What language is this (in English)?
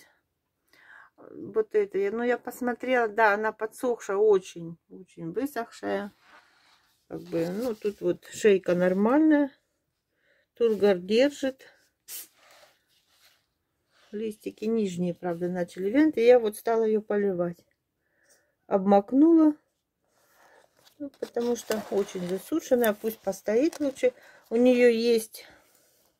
Russian